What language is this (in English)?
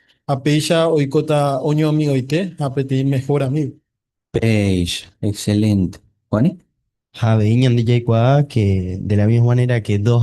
Guarani